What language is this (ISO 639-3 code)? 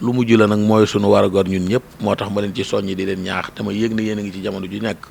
wol